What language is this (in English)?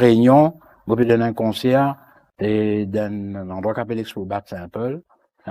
Morisyen